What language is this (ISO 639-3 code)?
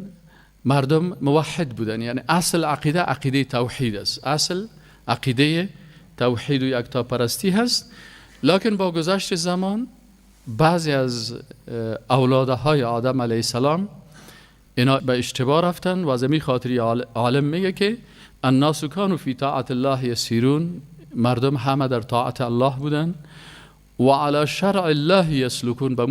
fas